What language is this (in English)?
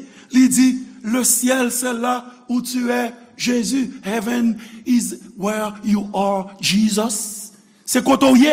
Haitian Creole